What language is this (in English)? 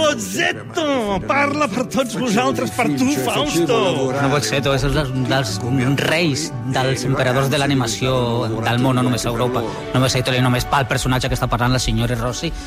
Catalan